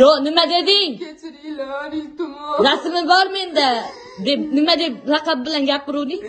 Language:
Uzbek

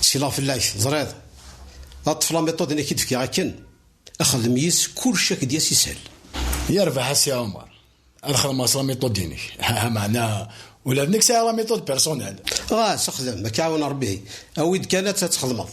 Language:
Kabyle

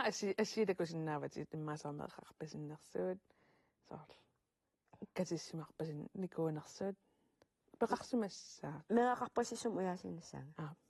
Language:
Kalaallisut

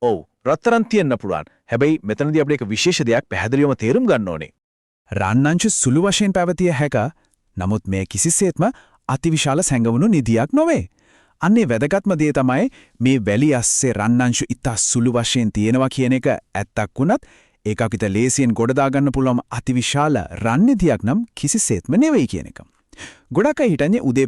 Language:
Sinhala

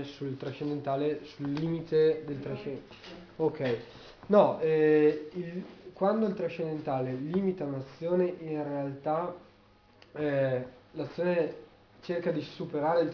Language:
Italian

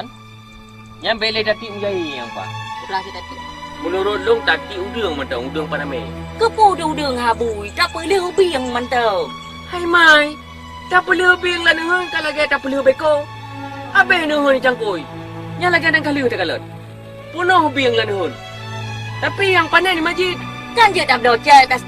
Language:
Achinese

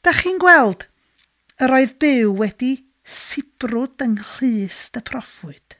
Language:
Welsh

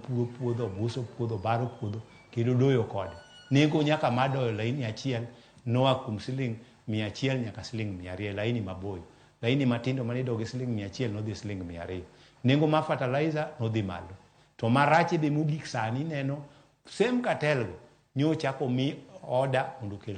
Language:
Luo (Kenya and Tanzania)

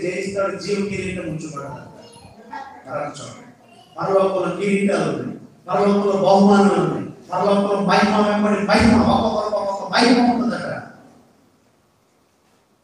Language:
Telugu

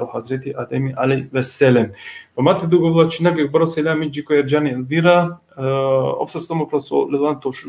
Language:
Balkan Romani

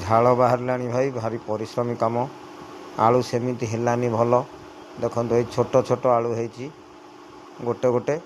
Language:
Odia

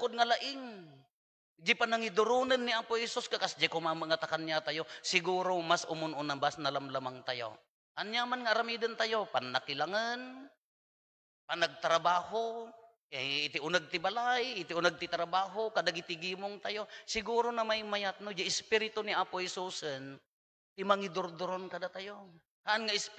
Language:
Iloko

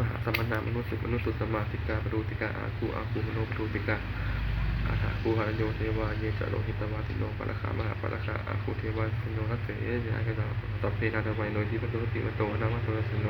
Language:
Pali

